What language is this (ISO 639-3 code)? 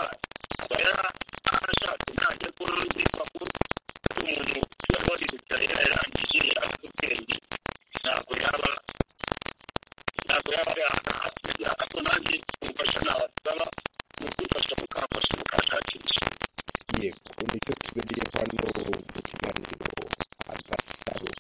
kin